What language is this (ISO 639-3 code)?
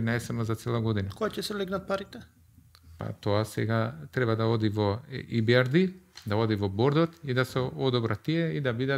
mkd